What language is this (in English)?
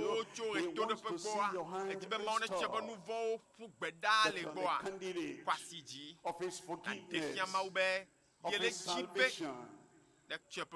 Ewe